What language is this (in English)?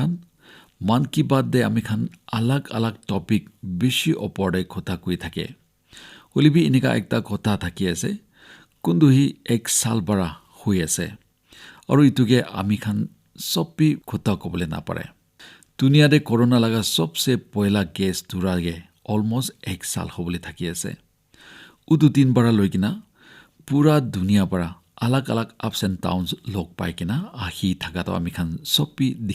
Naga Pidgin